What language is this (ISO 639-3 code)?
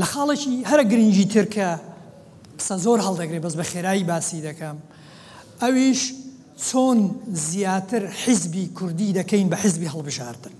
ckb